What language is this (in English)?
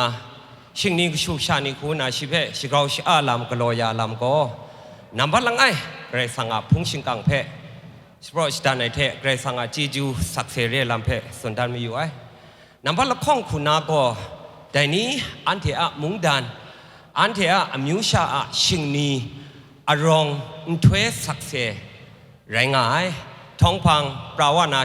Kachin